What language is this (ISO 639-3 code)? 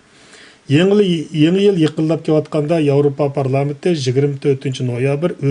uig